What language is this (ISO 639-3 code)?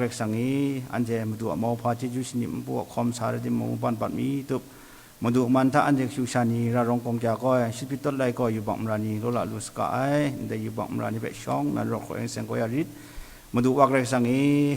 kac